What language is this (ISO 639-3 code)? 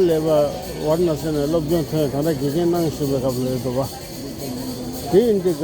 bod